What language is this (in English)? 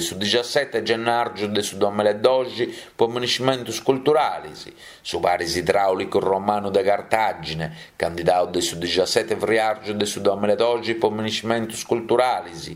Sardinian